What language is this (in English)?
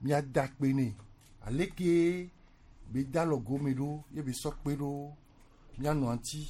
Gen